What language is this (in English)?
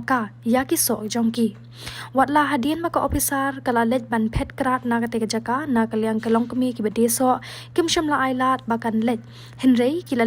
Khasi